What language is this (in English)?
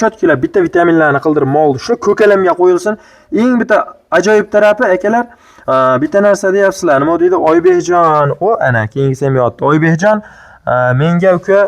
Uzbek